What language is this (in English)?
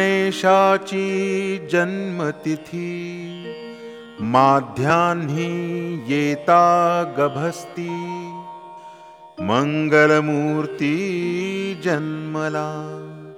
Marathi